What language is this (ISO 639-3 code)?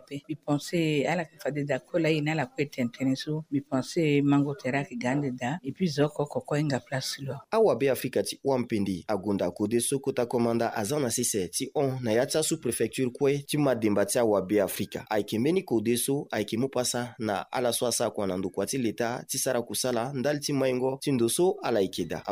sag